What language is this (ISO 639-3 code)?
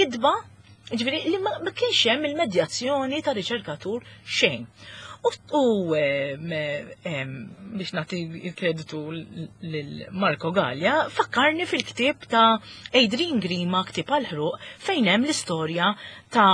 mlt